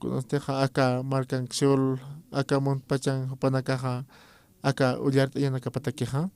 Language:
Aymara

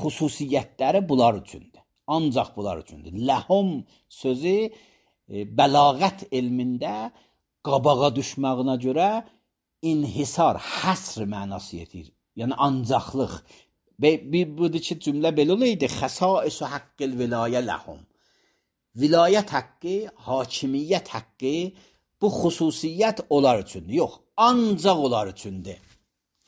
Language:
Azerbaijani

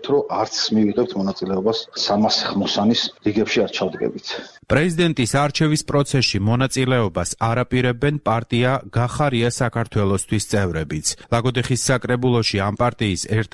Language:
Georgian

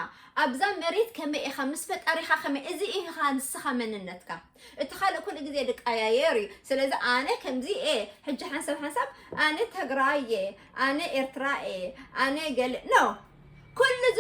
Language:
Tigrinya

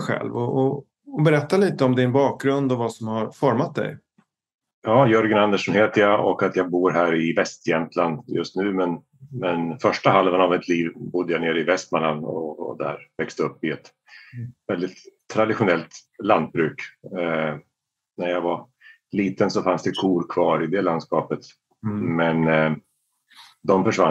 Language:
Swedish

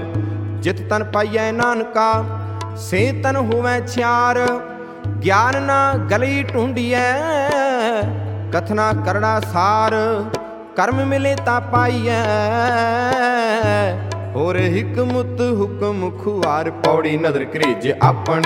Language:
Punjabi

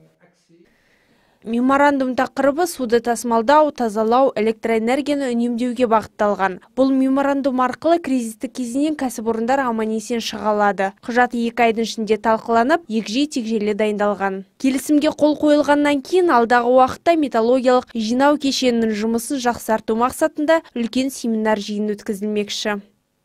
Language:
Kazakh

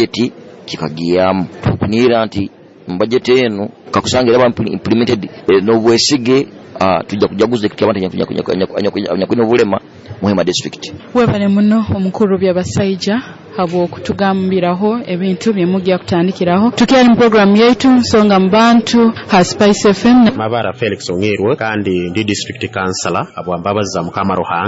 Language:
Nyoro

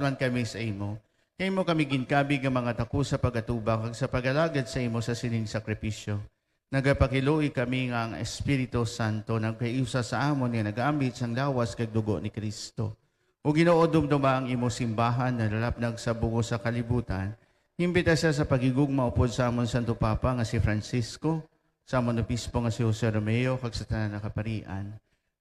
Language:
Hiligaynon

